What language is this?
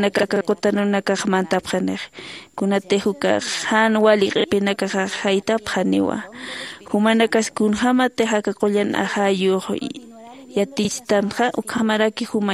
Aymara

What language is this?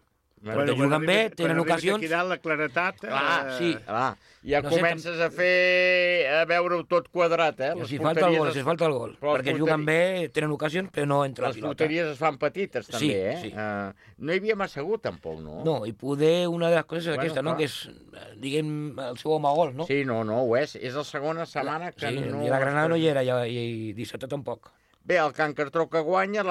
Catalan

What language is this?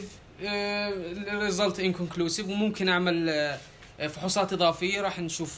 North Levantine Arabic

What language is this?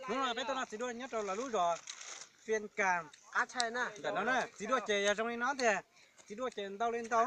Hmong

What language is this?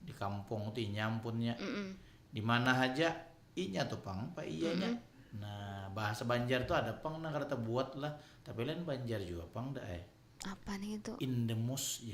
Banjar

